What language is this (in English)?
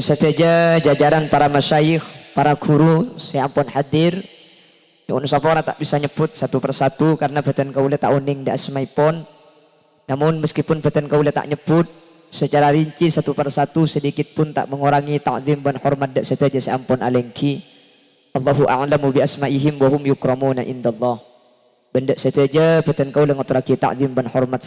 Madurese